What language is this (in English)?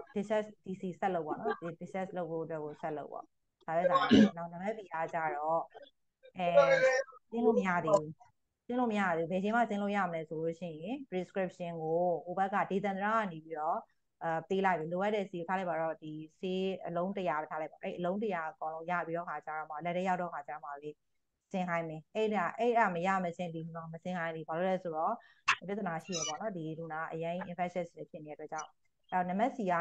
Burmese